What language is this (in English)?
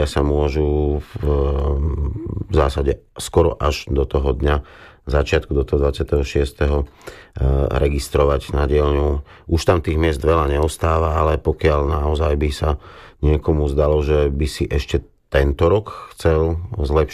Slovak